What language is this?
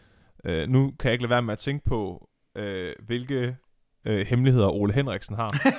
Danish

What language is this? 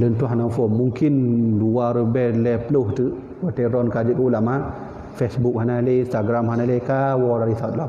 Achinese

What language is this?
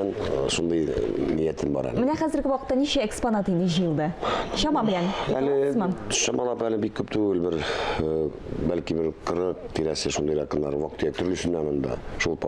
Tatar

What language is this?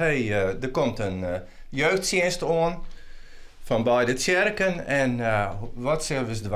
Western Frisian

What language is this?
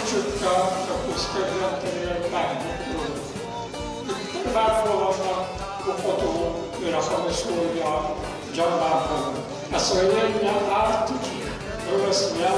Yakut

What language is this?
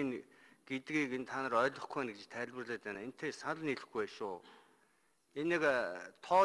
Mongolian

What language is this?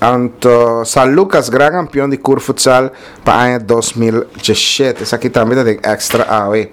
Papiamento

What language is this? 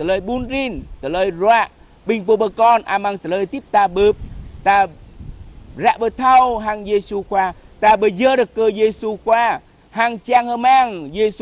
Jarai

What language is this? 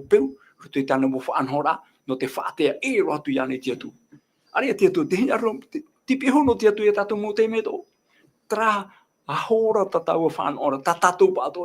Tahitian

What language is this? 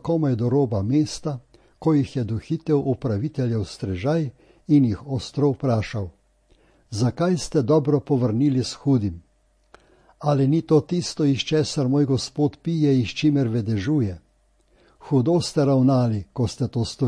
Slovenian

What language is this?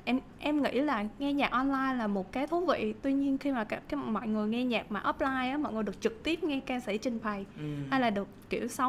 Vietnamese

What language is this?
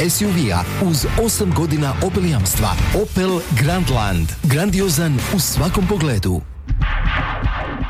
Croatian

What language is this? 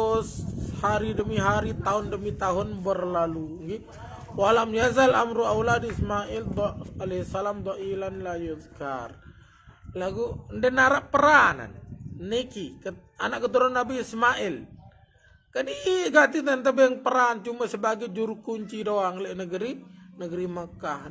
Sasak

